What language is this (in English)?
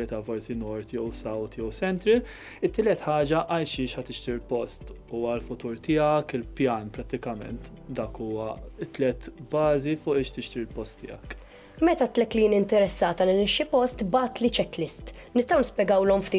Maltese